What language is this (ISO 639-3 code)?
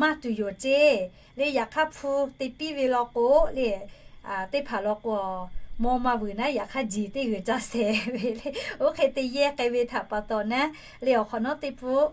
lhu